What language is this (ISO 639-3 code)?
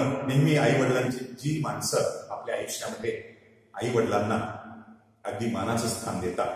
mar